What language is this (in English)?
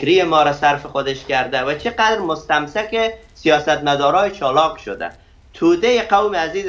Persian